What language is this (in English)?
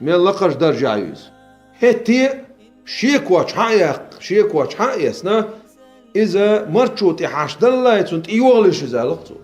Chechen